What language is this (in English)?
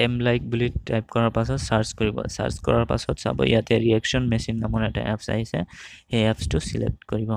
Assamese